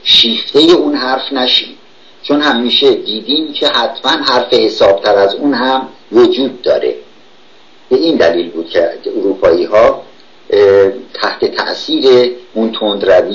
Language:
Persian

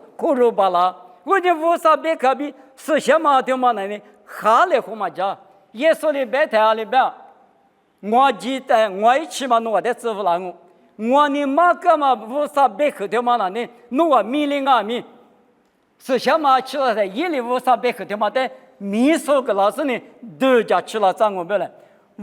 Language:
Lisu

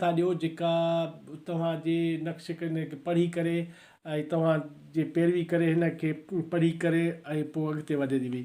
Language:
Sindhi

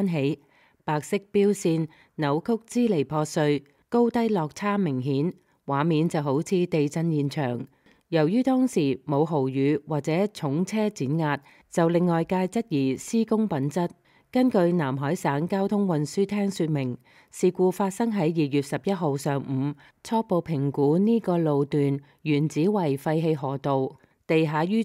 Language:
Cantonese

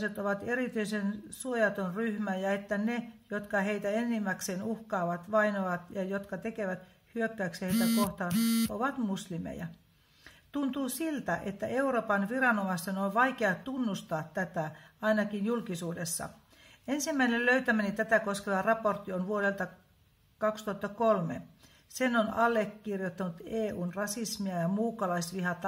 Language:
Finnish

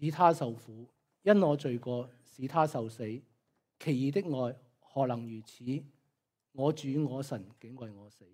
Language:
Cantonese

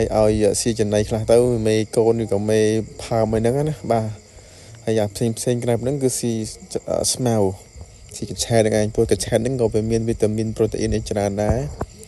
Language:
Khmer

